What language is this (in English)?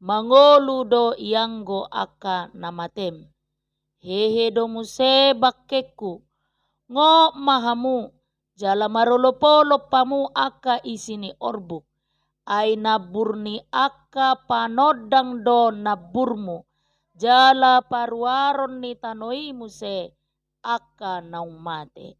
Batak Toba